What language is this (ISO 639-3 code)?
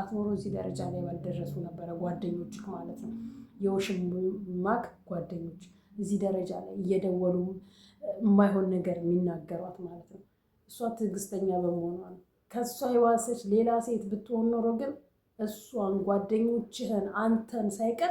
amh